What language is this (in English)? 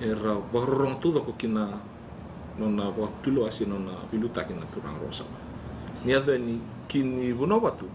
Fijian